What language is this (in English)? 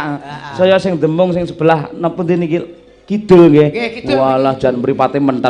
Javanese